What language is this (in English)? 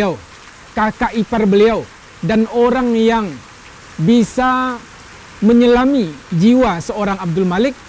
Indonesian